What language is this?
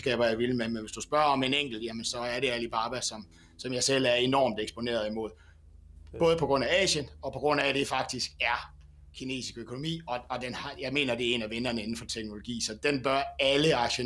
Danish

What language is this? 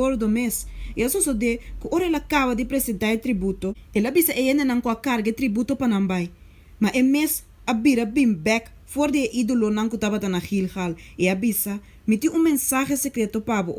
Papiamento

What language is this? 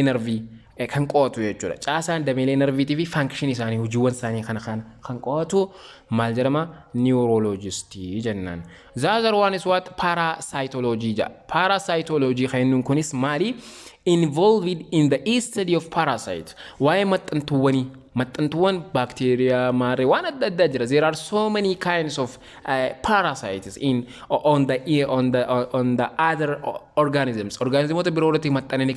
Oromo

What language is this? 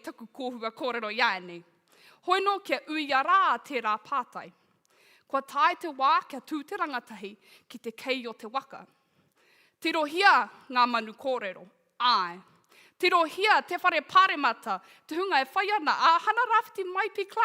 Māori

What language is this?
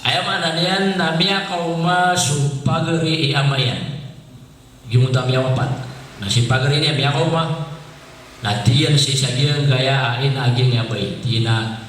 Maranao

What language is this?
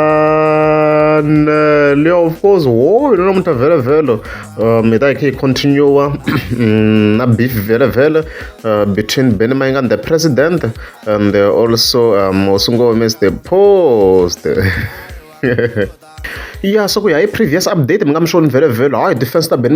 Tsonga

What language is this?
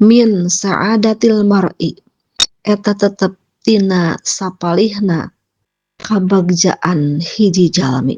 Sundanese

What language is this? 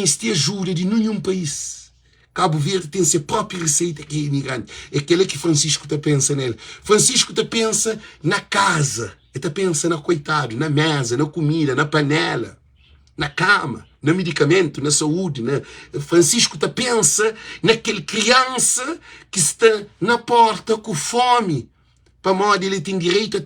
Kabuverdianu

